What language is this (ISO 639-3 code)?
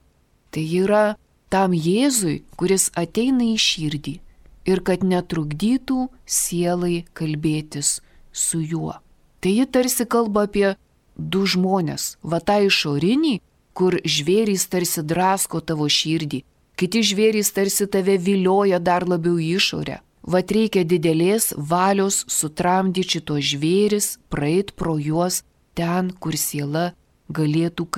lit